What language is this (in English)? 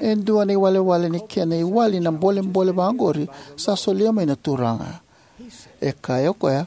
Fijian